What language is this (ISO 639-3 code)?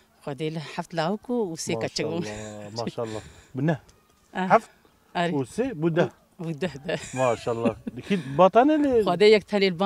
kur